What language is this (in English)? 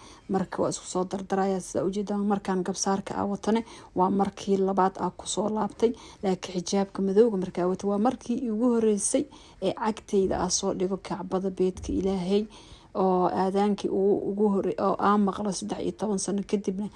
Somali